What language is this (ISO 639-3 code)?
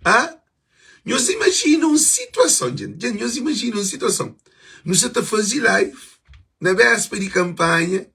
kea